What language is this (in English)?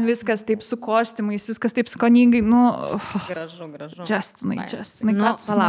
Lithuanian